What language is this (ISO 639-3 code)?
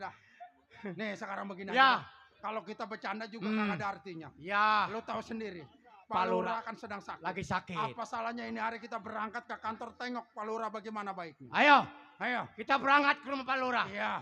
bew